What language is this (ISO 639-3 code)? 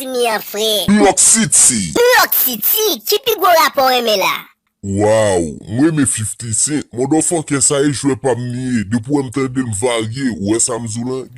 hat